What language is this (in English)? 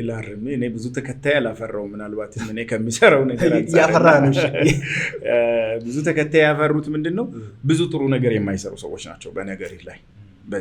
Amharic